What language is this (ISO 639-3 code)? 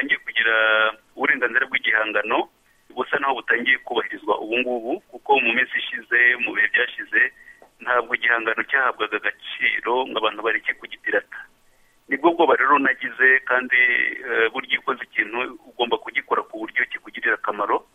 kin